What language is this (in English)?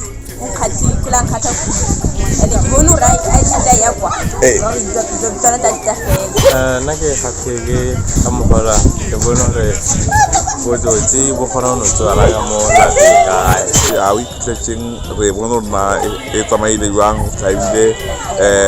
Tswana